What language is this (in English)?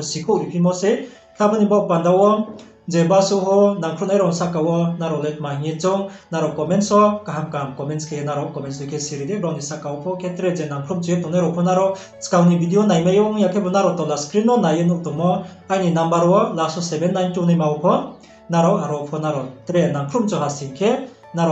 Riang (India)